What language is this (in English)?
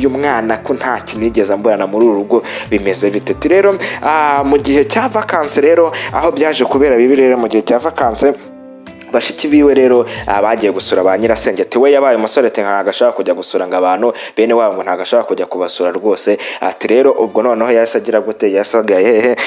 Kinyarwanda